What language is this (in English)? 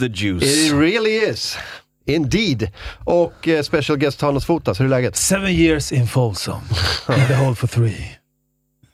Swedish